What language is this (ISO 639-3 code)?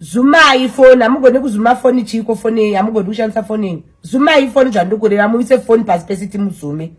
sna